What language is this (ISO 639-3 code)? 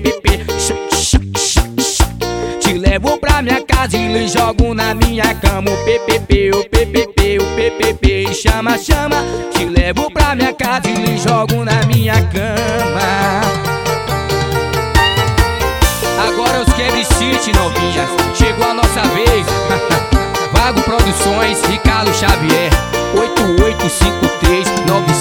por